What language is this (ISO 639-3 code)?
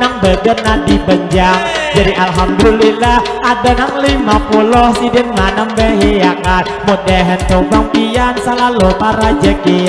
bjn